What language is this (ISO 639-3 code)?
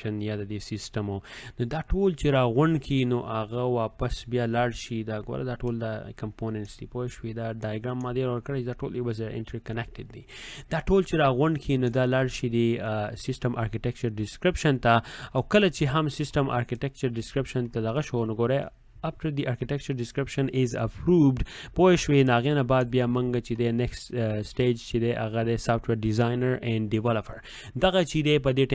pus